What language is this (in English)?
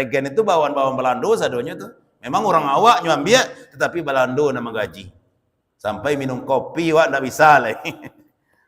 Minangkabau